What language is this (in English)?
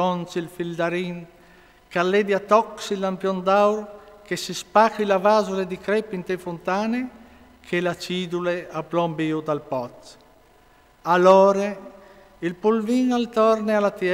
Friulian